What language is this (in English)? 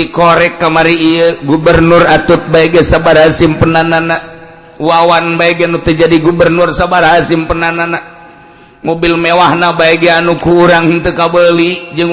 Sundanese